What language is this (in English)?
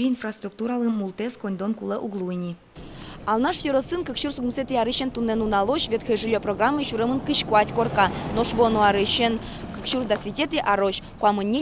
Udmurt